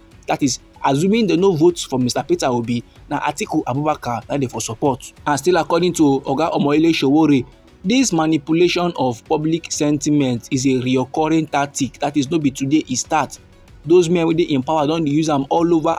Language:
Nigerian Pidgin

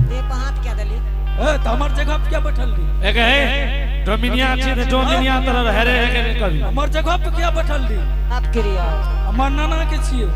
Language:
Angika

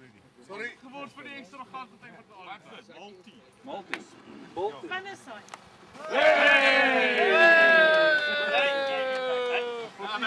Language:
Afrikaans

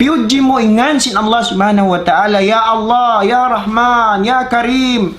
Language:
Tausug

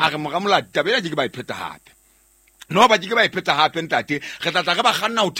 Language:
Southern Sotho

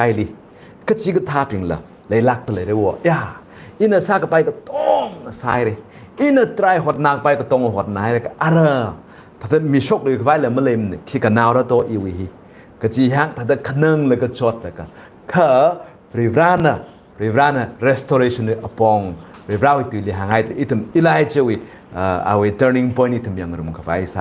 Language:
Tangkhul Naga (India)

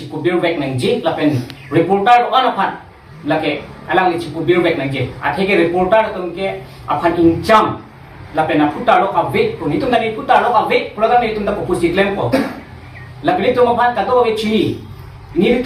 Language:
Karbi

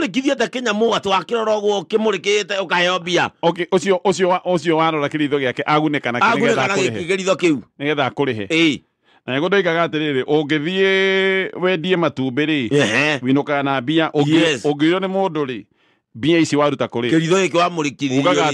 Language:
Kikuyu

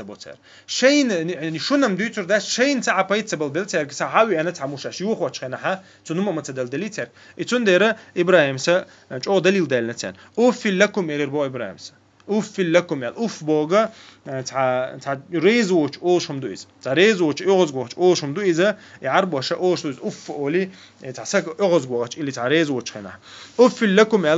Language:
Chechen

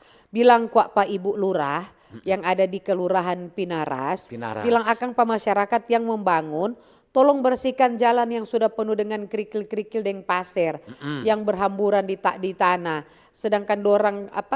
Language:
Manado Malay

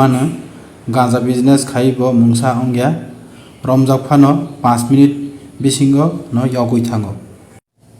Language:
Kok Borok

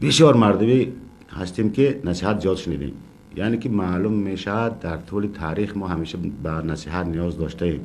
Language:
Tajik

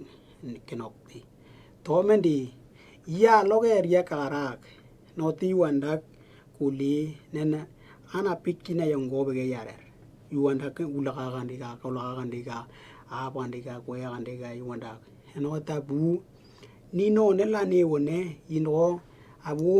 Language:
Western Dani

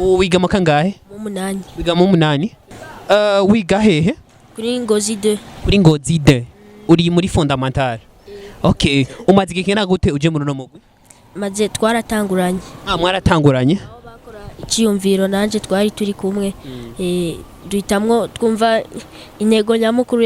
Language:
Rundi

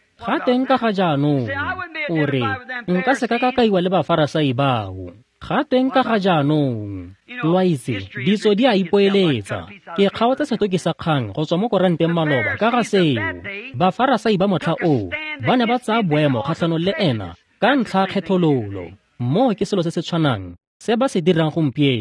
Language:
Tswana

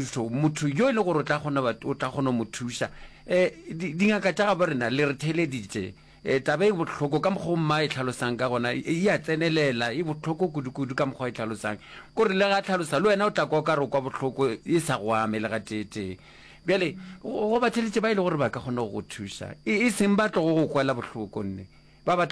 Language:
Northern Sotho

